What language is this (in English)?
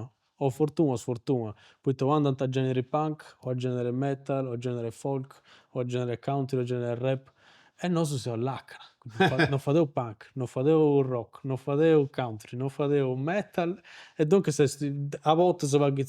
Sardinian